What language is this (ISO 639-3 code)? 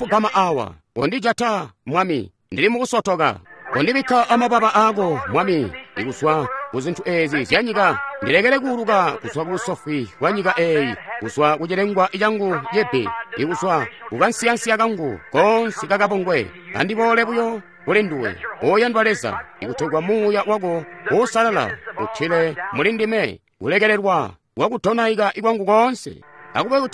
toi